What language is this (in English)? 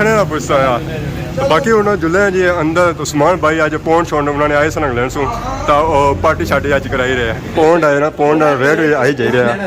Pahari-Potwari